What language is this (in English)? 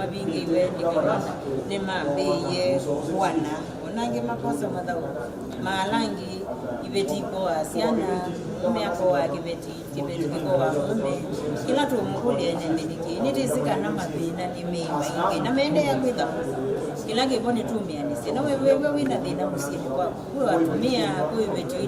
Kamba